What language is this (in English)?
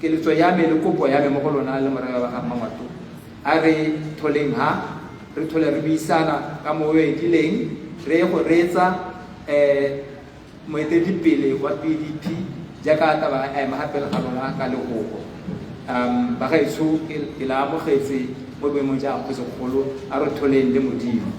Tswana